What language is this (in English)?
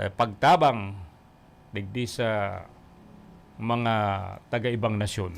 Bikol